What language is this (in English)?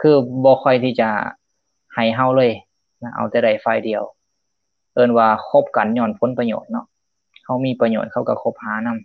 Lao